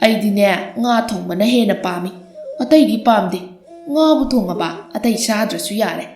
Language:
Manipuri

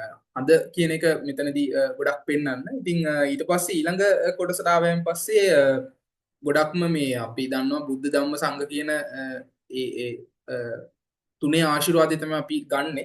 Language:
Sinhala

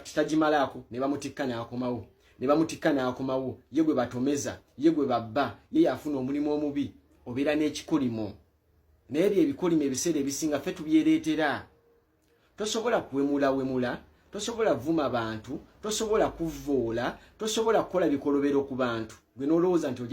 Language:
Ganda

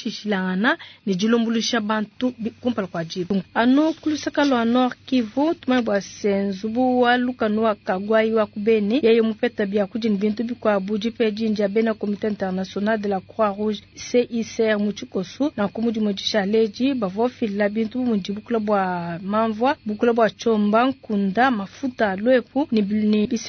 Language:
Luba-Lulua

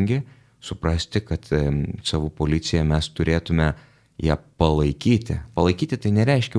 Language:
Lithuanian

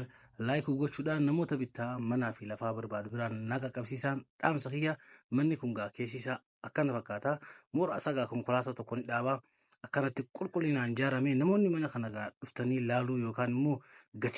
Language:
Oromo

